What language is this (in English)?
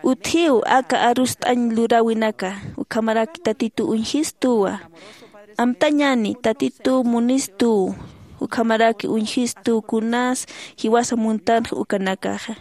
Aymara